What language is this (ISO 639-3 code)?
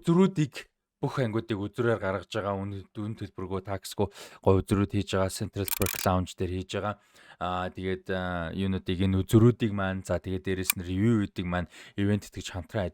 mon